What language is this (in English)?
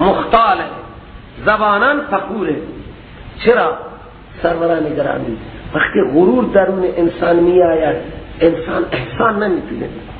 Persian